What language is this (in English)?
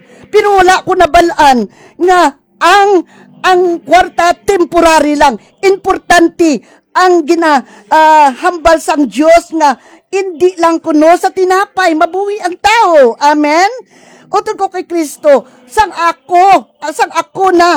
Hiligaynon